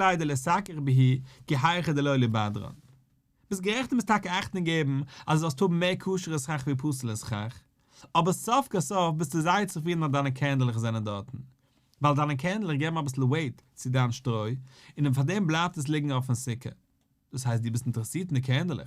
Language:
Yiddish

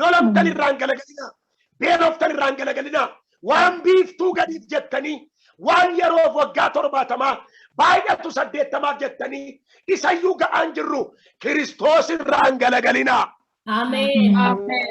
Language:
Oromo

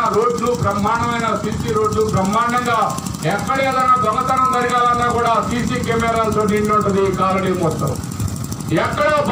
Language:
Telugu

